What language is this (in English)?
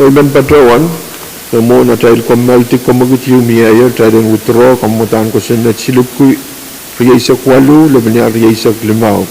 Pohnpeian